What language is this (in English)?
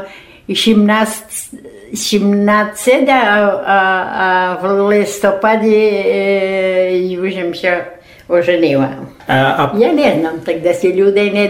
Rusyn